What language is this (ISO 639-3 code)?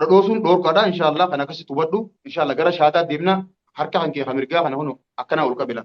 orm